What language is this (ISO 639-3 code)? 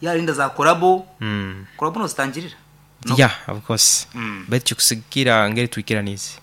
nyn